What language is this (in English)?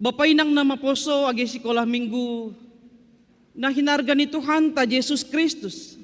Batak Simalungun